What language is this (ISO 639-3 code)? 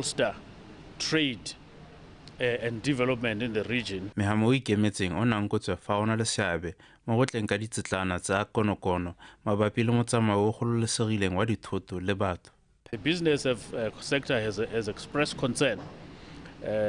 tsn